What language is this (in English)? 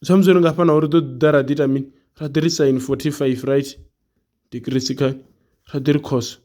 Venda